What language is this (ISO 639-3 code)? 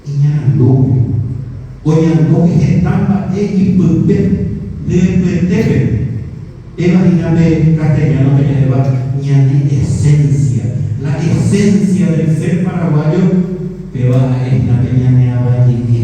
grn